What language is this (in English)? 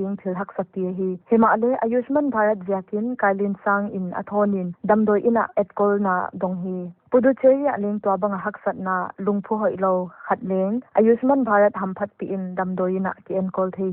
Paite Chin